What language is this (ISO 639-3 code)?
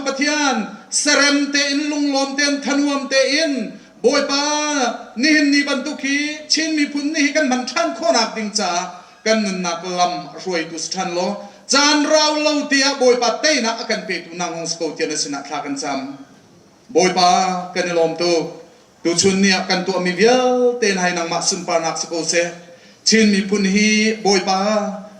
cnh